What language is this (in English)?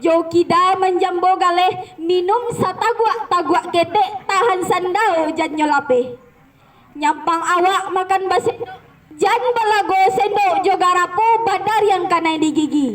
Minangkabau